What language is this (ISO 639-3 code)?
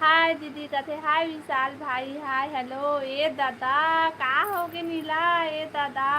hne